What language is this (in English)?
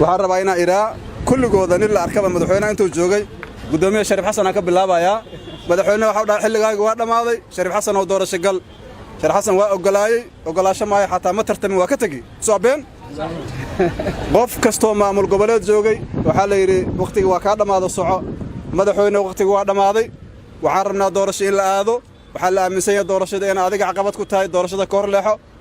Somali